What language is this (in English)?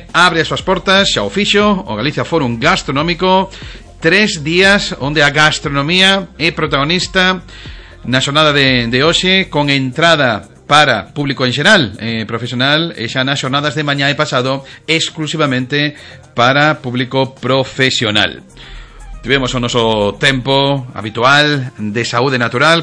Galician